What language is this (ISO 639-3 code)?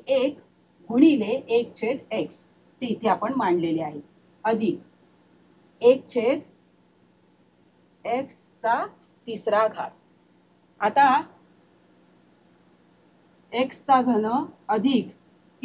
mar